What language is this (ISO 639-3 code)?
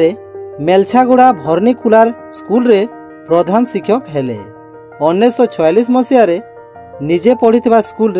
ori